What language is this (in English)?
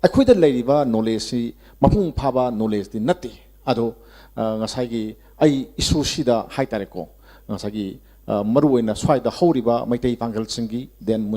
Manipuri